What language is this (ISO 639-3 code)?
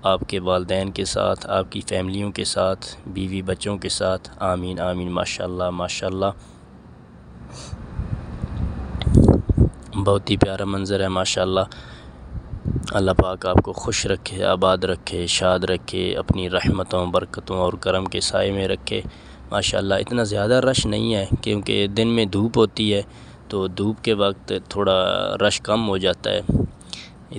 urd